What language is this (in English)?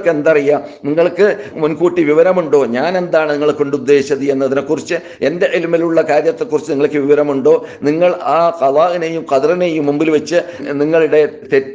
Malayalam